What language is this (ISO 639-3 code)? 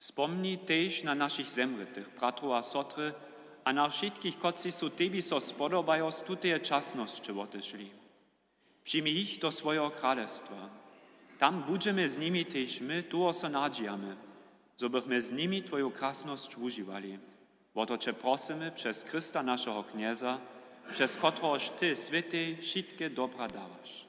hsb